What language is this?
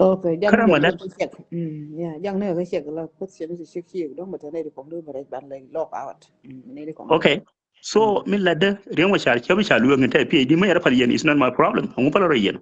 Nuer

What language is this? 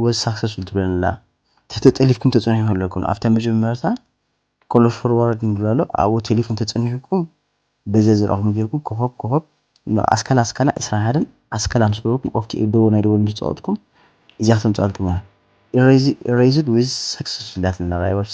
Tigrinya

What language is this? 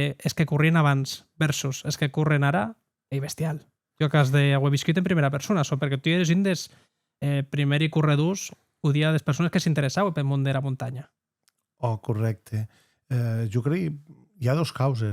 Occitan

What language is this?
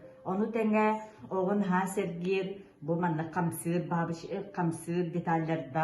Yakut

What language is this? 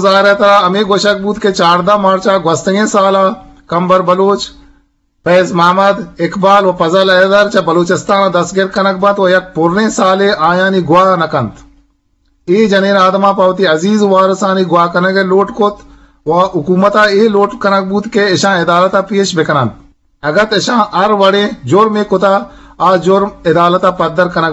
Eastern Balochi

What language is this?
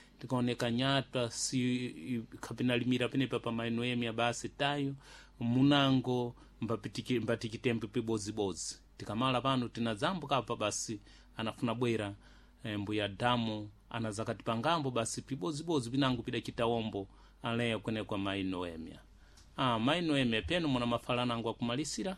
Sena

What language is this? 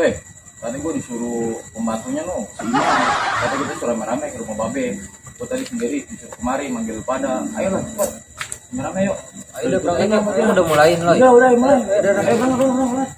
Betawi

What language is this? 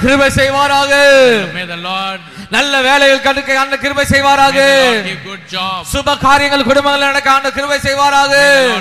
Tamil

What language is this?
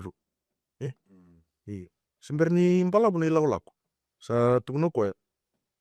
Fijian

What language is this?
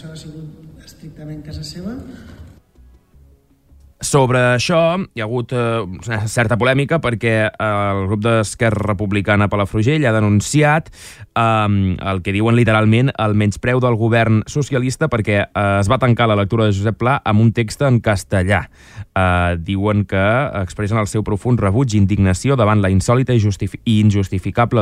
Catalan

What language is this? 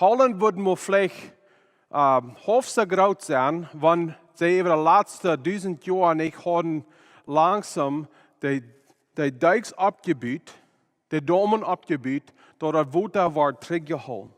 Plautdietsch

